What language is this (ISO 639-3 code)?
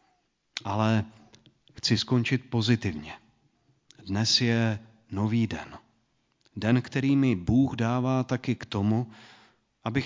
ces